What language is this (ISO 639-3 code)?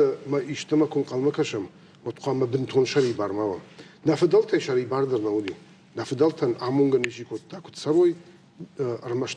oss